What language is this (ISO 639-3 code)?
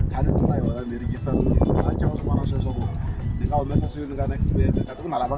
tso